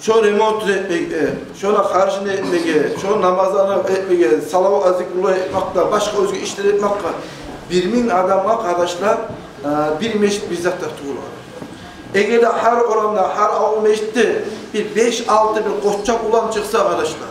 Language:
Kumyk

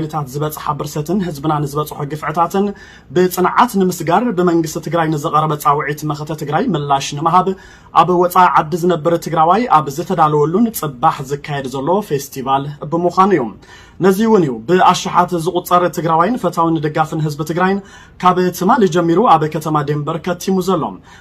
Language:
Tigrinya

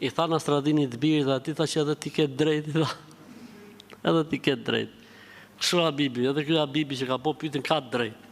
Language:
Albanian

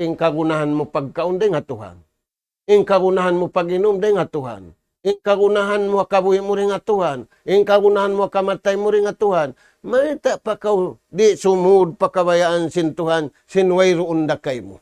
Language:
Tausug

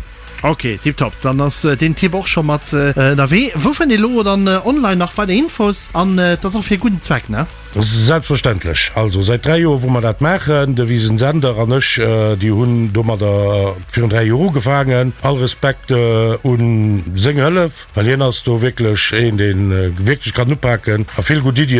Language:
Luxembourgish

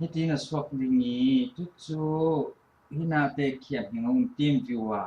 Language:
Falam Chin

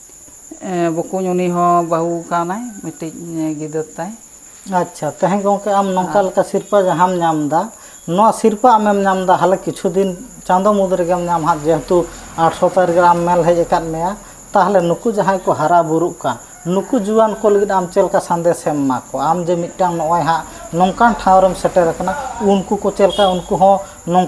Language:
Santali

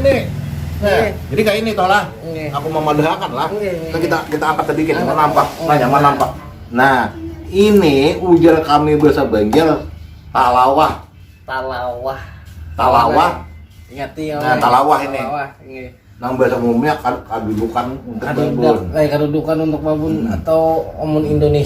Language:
Banjar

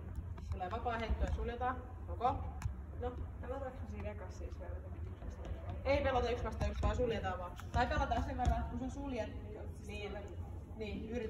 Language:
Finnish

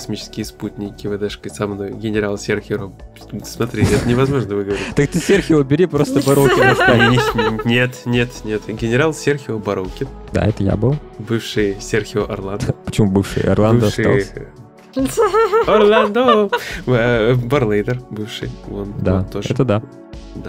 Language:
Russian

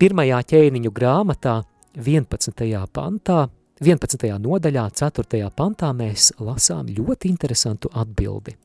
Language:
Latvian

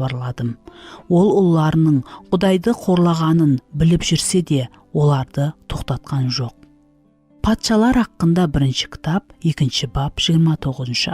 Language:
Kara-Kalpak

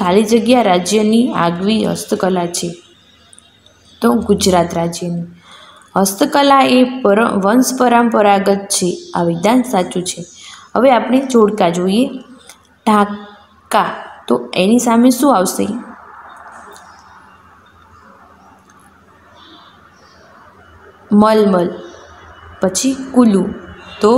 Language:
Gujarati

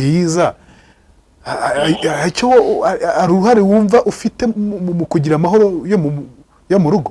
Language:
Kinyarwanda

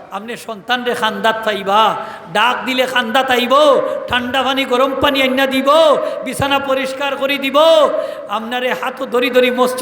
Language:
Sylheti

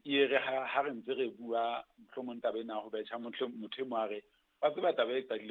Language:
Southern Sotho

